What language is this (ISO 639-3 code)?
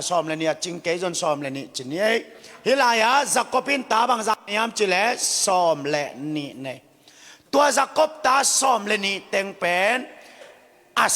ctd